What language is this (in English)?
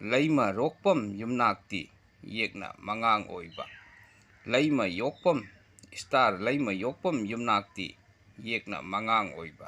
Manipuri